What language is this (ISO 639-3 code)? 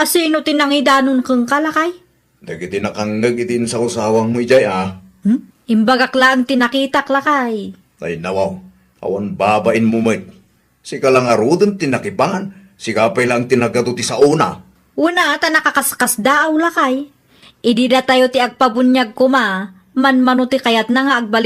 ilo